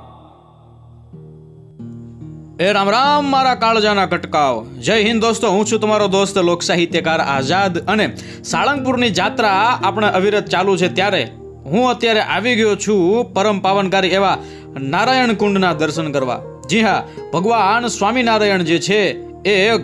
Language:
Gujarati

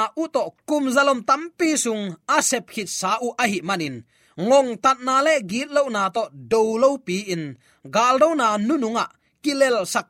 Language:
Tedim Chin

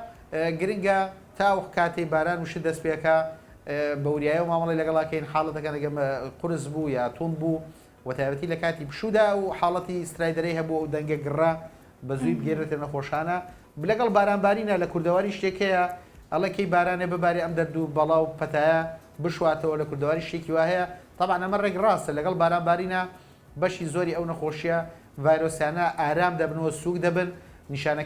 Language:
Central Kurdish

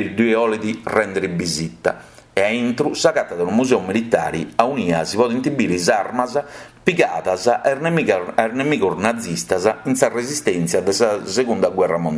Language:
Sardinian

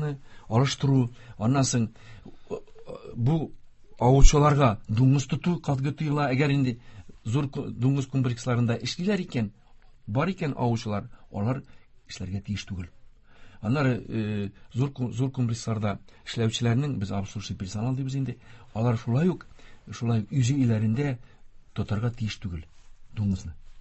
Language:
Tatar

